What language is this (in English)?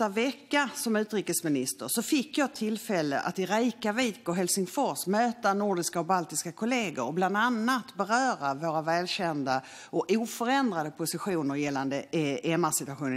Swedish